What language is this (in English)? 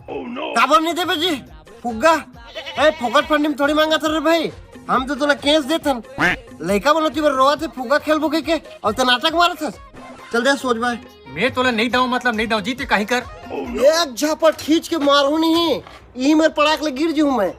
Chhattisgarhi